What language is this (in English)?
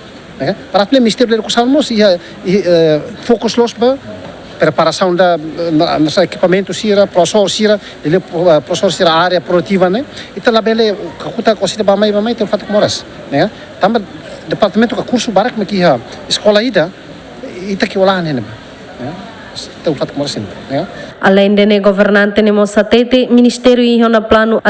Tetum